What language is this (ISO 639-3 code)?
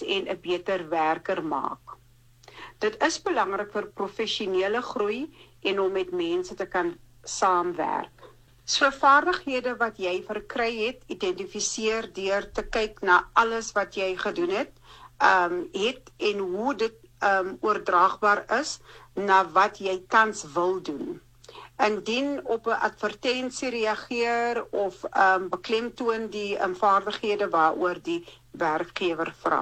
afr